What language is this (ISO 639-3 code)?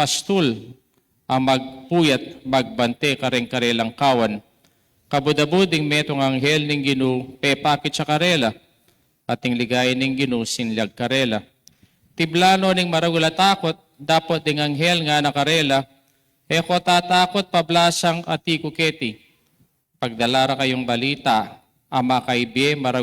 pam